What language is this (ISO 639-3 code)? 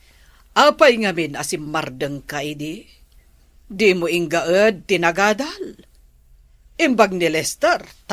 ilo